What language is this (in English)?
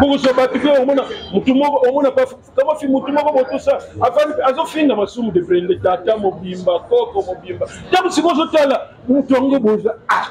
Lingala